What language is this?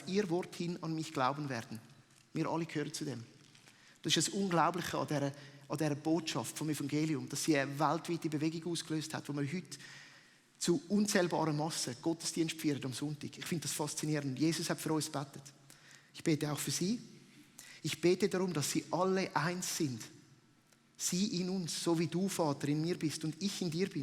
Swiss German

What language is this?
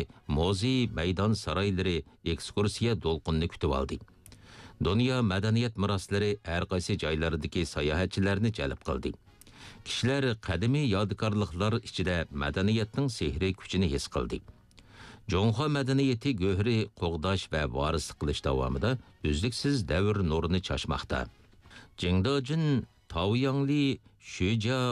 Uyghur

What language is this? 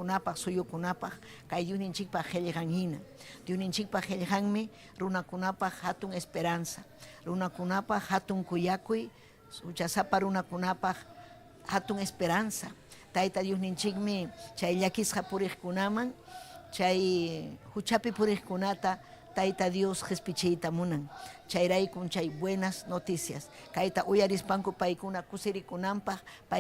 Ayacucho Quechua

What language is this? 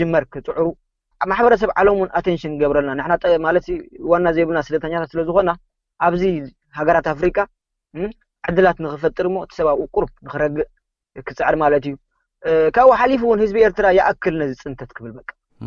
Tigrinya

